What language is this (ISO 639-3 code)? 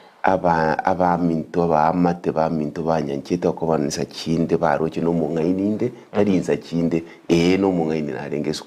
guz